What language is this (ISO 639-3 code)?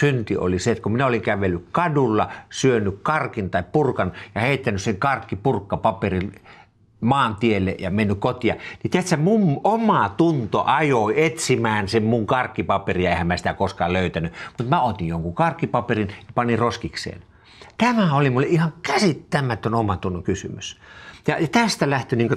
fin